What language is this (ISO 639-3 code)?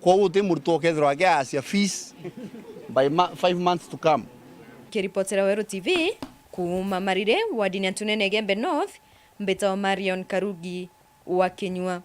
mer